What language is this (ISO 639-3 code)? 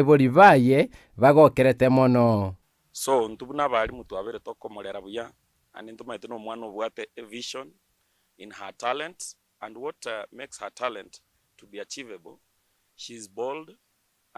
guz